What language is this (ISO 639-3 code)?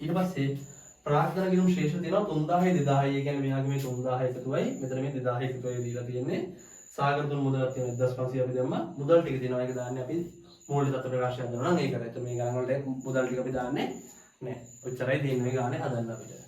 sin